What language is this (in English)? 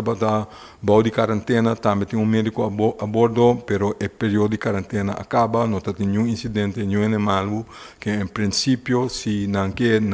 Papiamento